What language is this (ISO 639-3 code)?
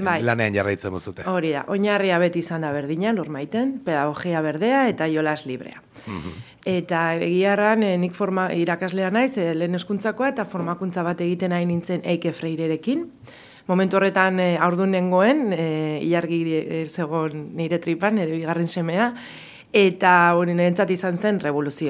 eus